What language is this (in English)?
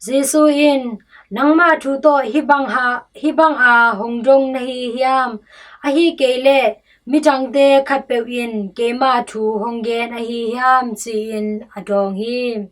Tedim Chin